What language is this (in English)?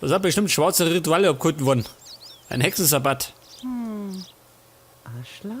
Bavarian